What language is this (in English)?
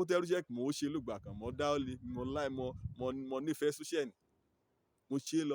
Yoruba